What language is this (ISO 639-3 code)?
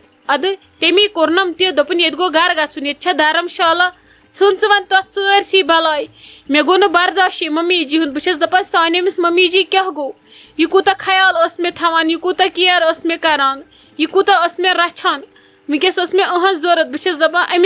kas